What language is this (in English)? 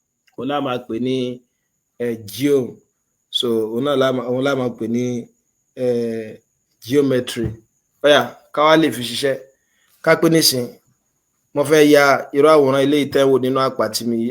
Yoruba